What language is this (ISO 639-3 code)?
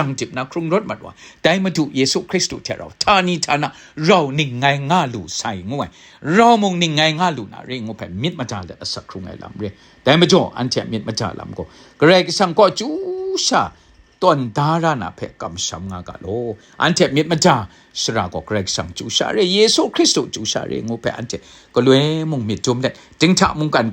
kac